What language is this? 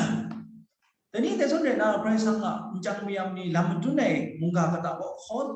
Kachin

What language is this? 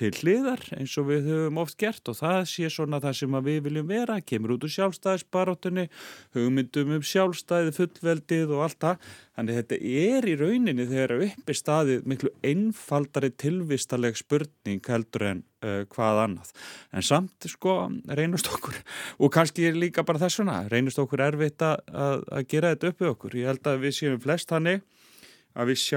Icelandic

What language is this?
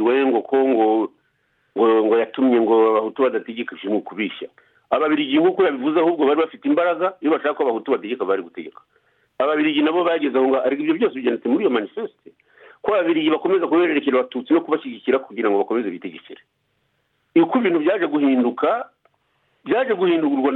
Kinyarwanda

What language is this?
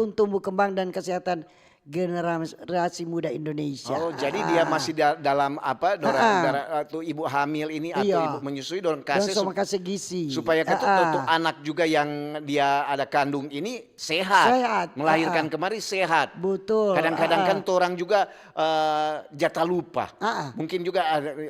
Manado Malay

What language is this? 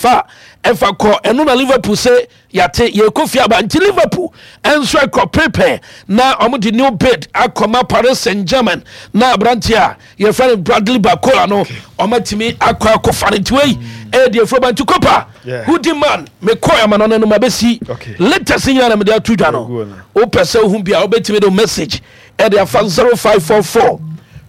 Akan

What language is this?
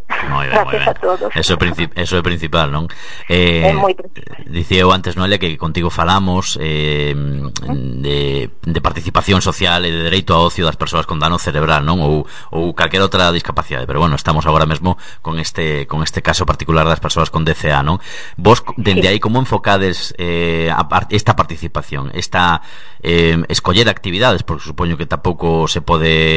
Galician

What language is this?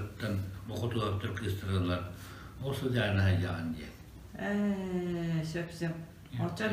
Yakut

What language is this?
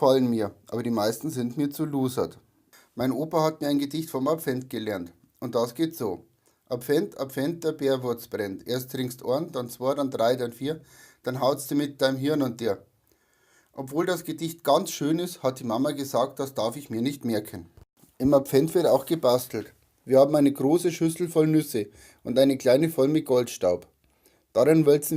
Bavarian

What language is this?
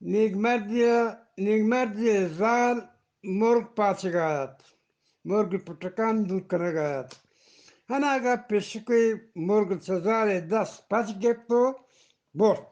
Eastern Balochi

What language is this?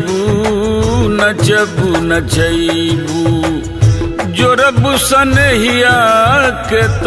Bhojpuri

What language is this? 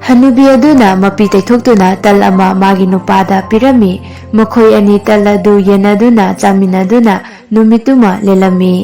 Manipuri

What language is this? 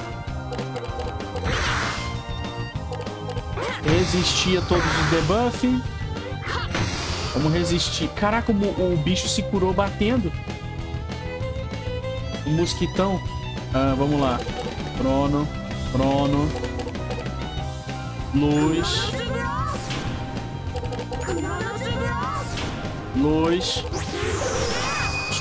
Portuguese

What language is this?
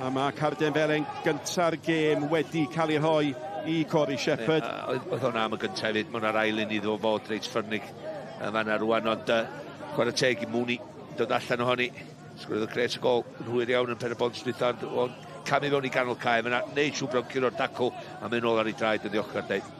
Welsh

